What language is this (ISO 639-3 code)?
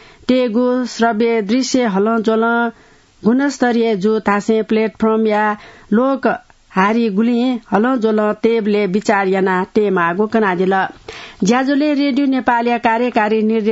new